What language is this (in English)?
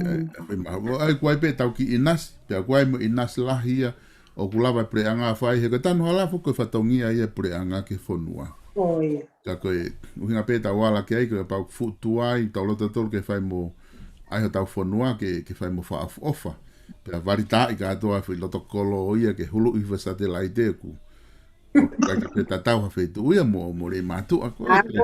Tongan